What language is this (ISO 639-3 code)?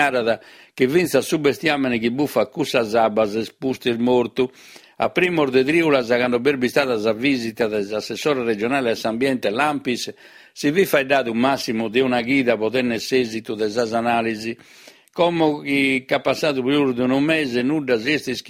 srd